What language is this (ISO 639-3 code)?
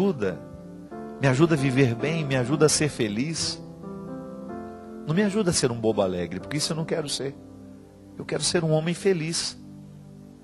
por